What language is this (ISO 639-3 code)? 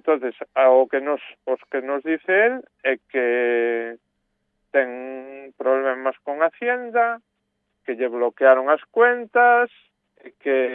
glg